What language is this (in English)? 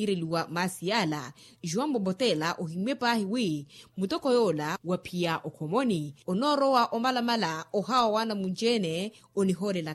Makhuwa